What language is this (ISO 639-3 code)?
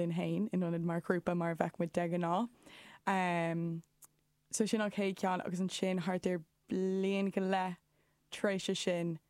gle